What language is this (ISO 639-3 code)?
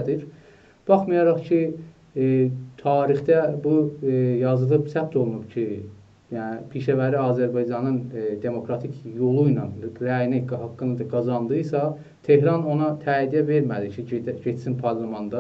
azb